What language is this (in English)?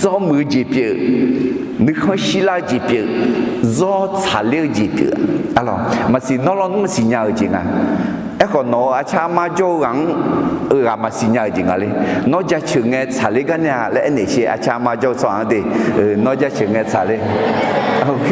Akha